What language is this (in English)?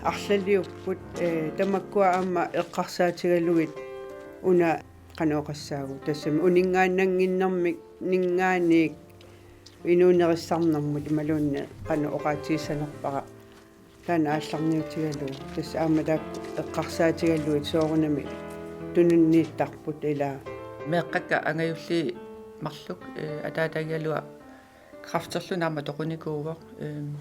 Kalaallisut